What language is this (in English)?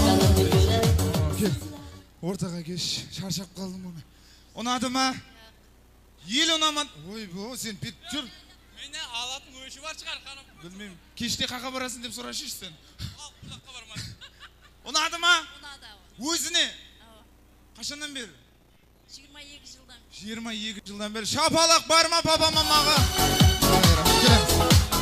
Kazakh